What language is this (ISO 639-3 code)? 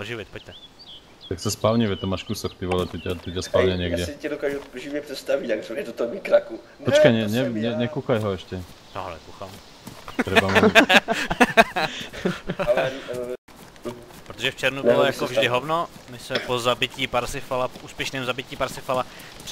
ces